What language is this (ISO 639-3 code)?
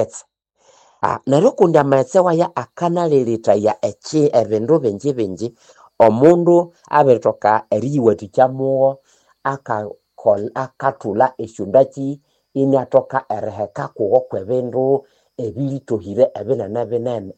nnb